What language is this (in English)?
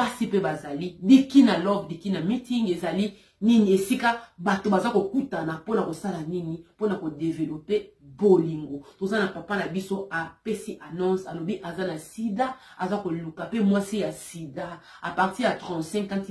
Lingala